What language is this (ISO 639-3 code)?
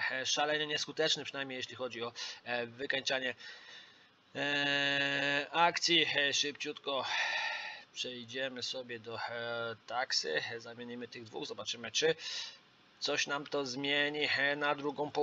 pol